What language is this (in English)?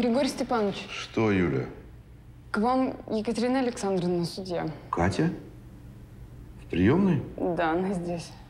Russian